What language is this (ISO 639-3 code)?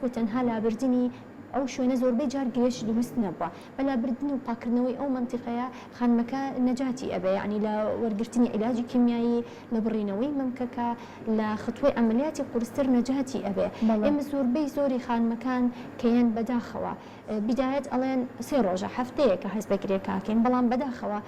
ckb